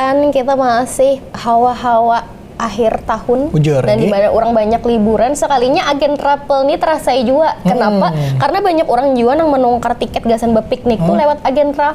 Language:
Banjar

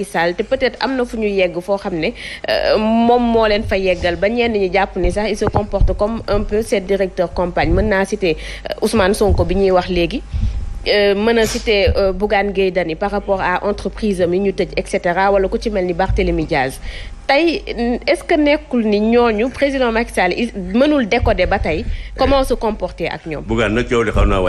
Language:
Wolof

